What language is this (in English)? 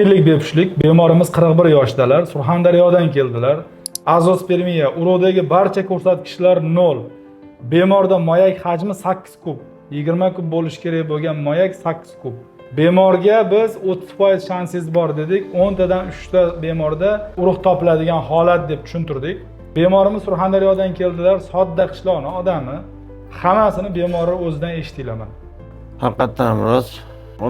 Uzbek